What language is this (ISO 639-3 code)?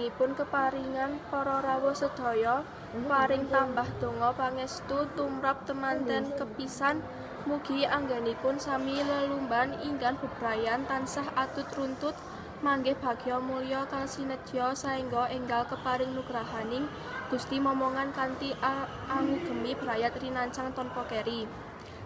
jav